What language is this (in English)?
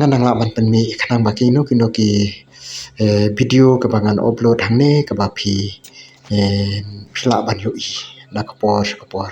Khasi